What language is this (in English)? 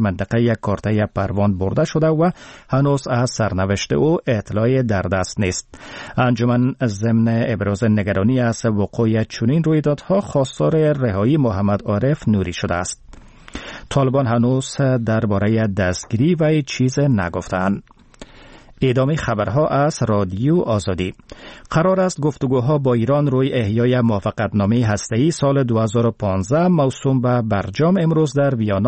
Persian